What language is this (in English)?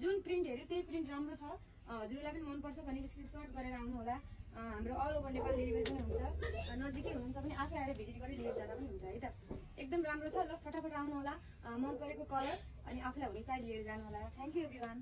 Nepali